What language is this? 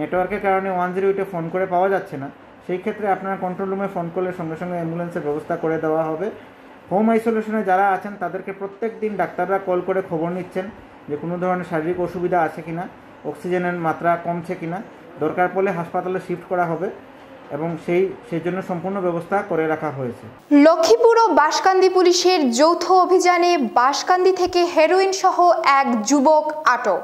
Bangla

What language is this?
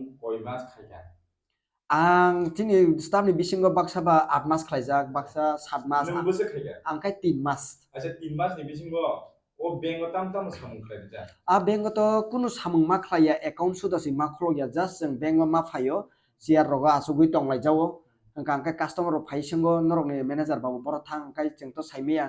Kok Borok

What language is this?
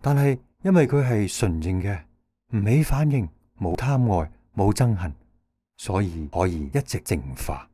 Cantonese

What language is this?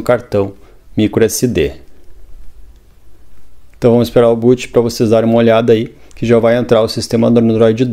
Portuguese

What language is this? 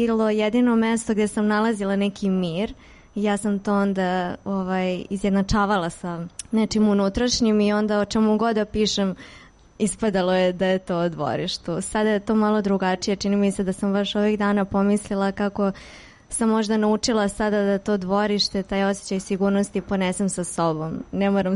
Serbian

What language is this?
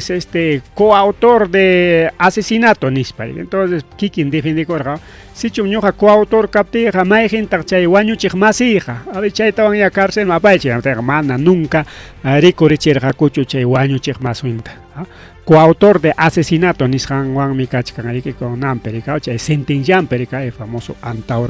Ayacucho Quechua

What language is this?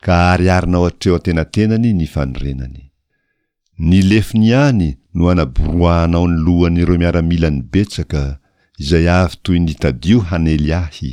Malagasy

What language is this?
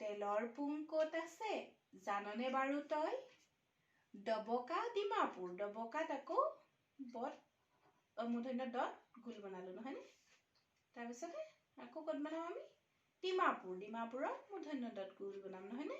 Assamese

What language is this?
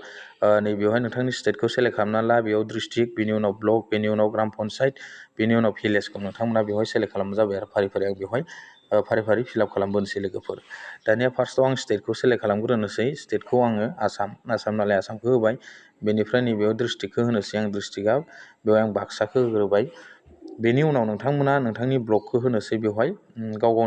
Bodo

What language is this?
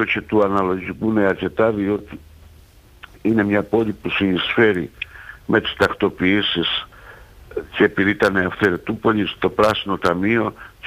Greek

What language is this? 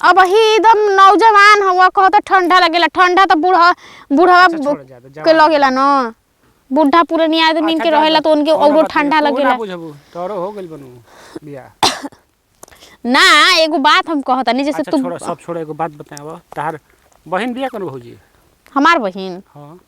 Bhojpuri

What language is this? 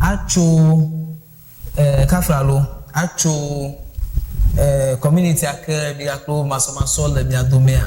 Ewe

